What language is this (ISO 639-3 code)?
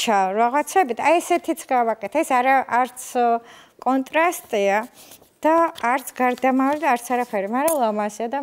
kat